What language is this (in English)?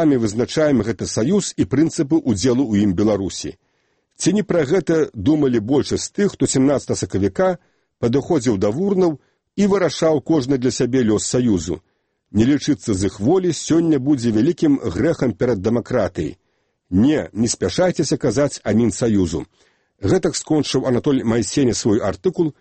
Belarusian